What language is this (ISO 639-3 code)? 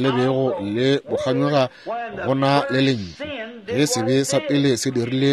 nso